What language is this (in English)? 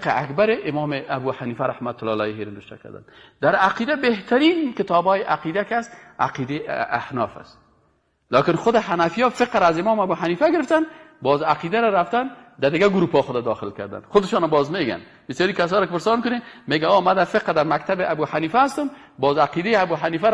Persian